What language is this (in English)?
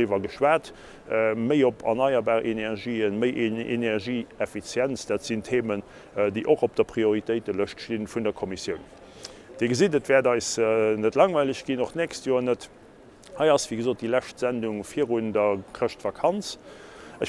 Luxembourgish